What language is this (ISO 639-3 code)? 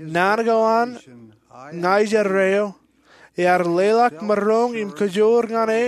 mah